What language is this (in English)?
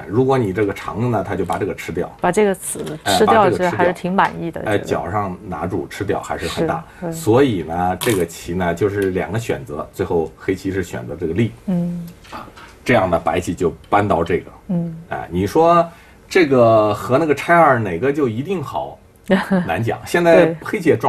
Chinese